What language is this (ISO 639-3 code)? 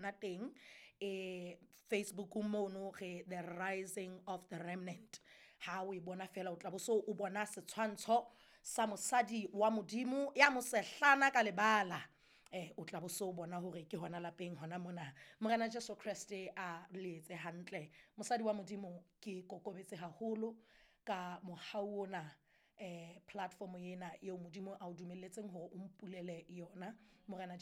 sot